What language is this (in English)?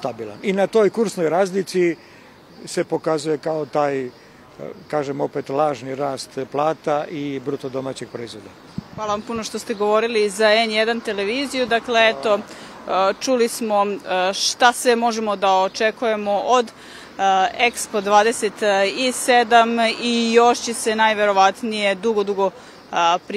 Serbian